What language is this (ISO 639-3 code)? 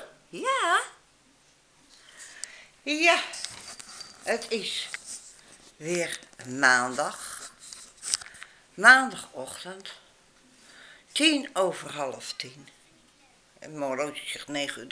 nld